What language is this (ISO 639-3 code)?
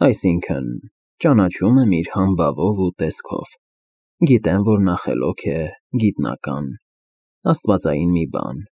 hye